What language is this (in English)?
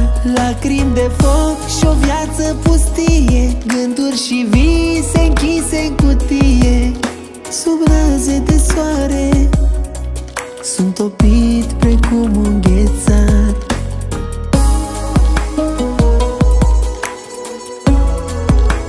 Romanian